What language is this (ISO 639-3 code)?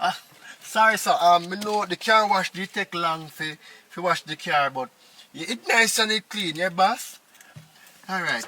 jam